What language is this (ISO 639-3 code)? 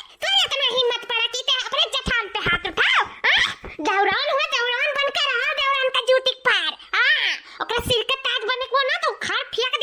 awa